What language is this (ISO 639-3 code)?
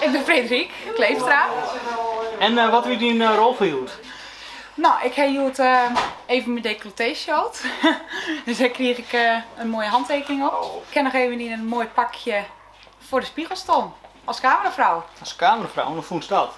fry